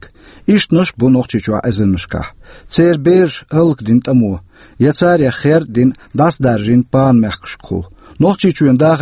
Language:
Chechen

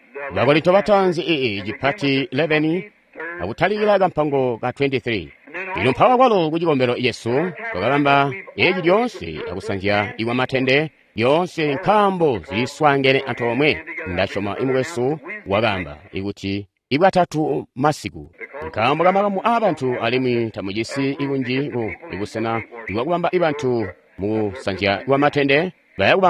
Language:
Tonga (Zambia)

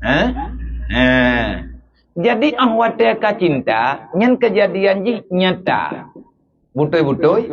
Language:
Achinese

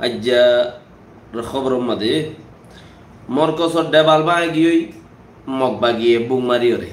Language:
Rohingya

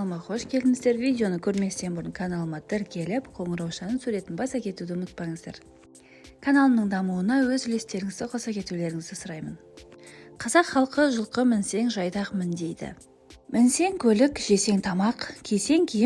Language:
Kazakh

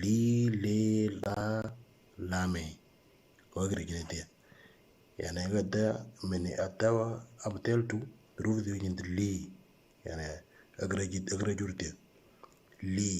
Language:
Moro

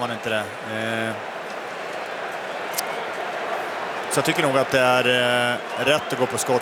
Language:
Swedish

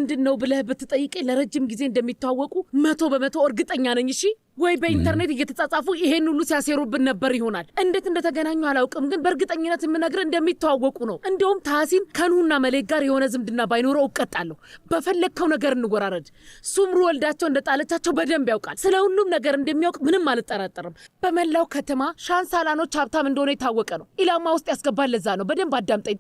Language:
Amharic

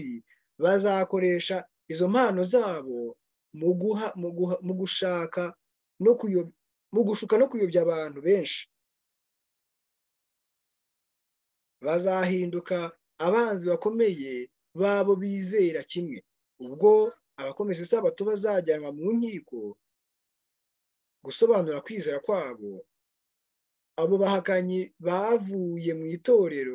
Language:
Kinyarwanda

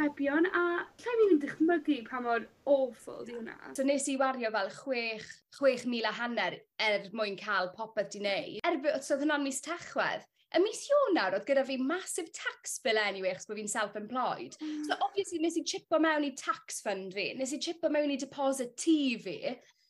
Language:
Welsh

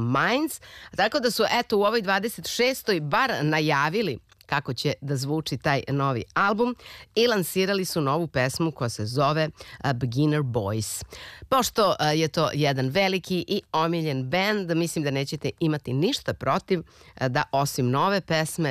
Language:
Serbian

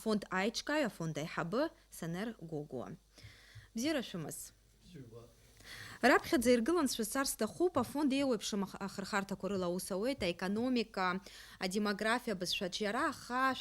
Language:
Abkhazian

